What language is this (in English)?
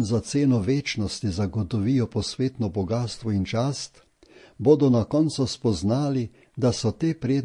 Slovenian